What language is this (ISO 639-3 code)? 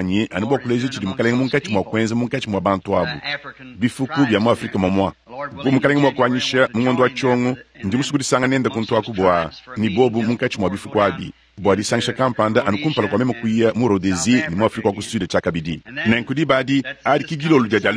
lua